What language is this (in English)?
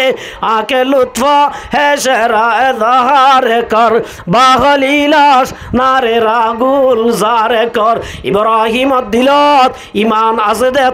Rohingya